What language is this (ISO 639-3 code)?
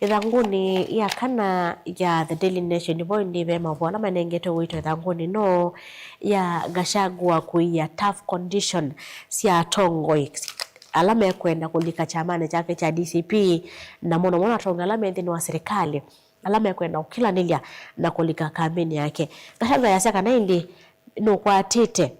kam